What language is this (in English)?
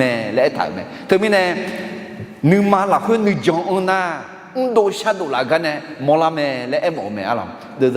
Akha